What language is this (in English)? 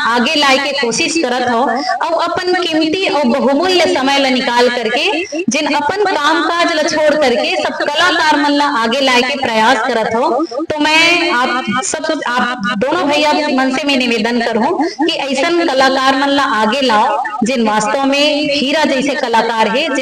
Chhattisgarhi